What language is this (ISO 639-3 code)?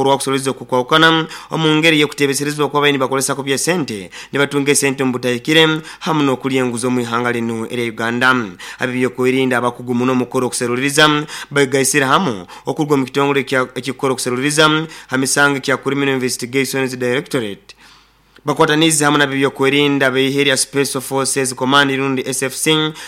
nyo